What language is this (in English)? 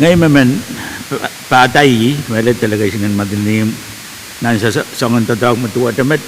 Pohnpeian